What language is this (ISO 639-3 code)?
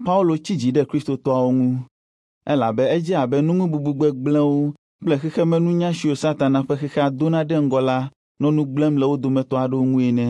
ewe